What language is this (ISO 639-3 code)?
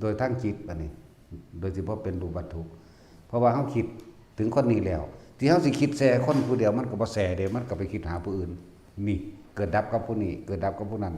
tts